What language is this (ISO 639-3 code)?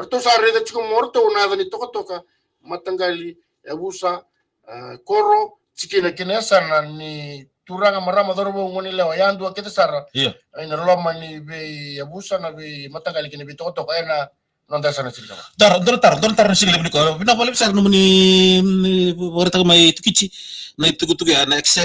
fij